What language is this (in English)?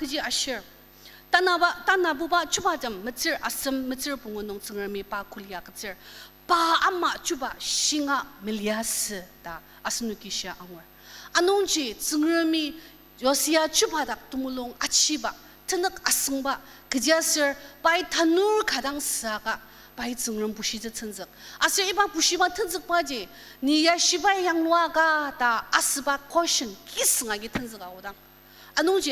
Ao Naga